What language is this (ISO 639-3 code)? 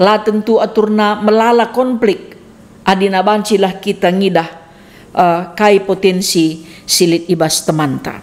btx